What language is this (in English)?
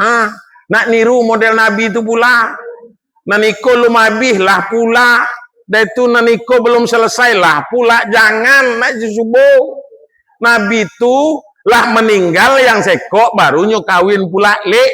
Minangkabau